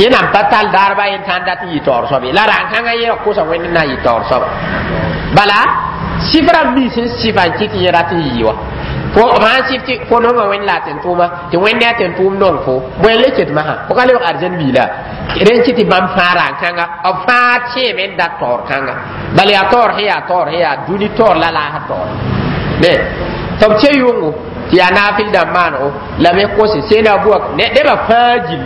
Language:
Mossi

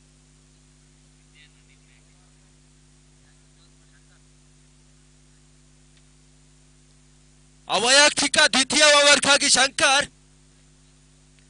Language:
Kannada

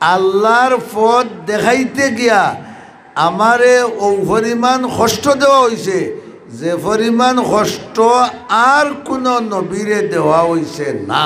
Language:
Sylheti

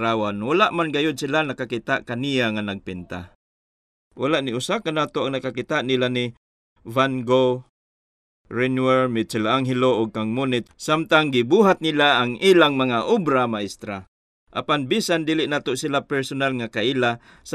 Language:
Cebuano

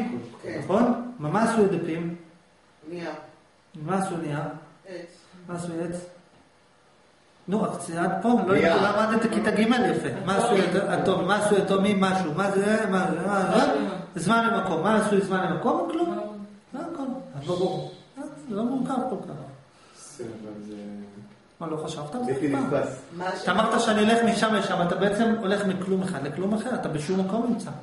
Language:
Hebrew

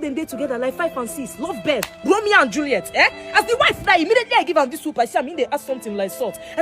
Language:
Nigerian Pidgin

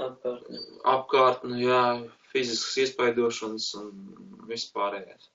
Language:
Latvian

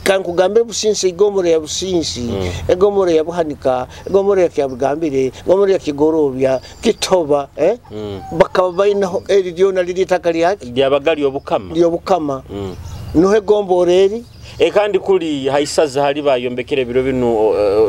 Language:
Nyoro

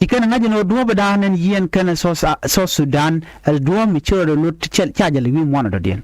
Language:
Nuer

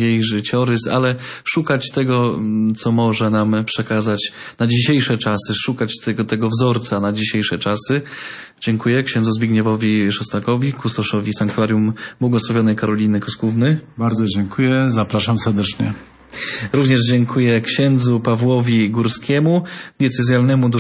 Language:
Polish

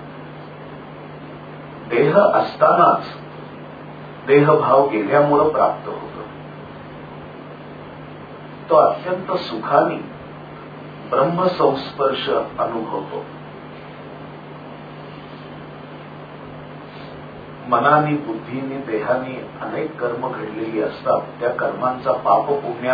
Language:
Marathi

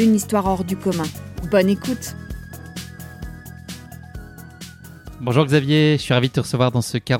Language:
French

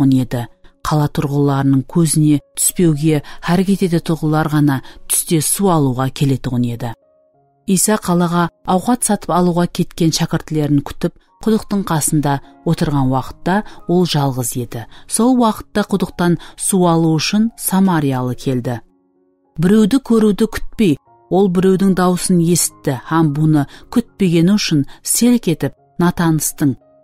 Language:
Kara-Kalpak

